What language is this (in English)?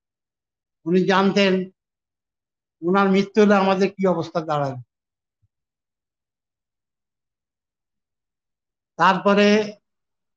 Bangla